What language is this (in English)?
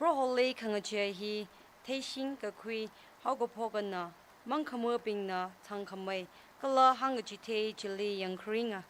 Tangkhul Naga (India)